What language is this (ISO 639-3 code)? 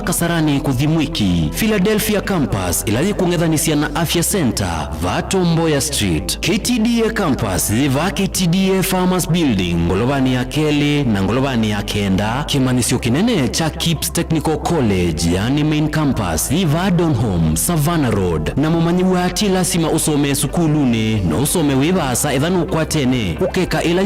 kam